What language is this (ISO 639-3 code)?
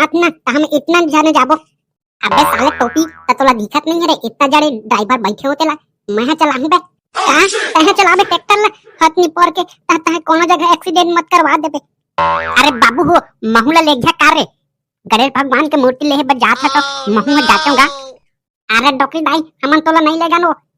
hne